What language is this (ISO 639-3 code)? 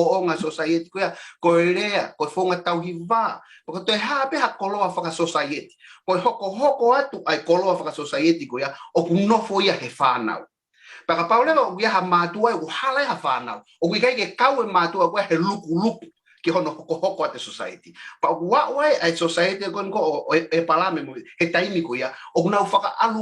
ton